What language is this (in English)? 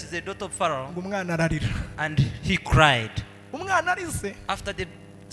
Kinyarwanda